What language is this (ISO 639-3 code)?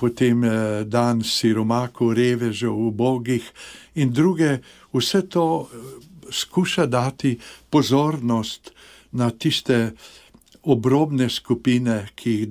slv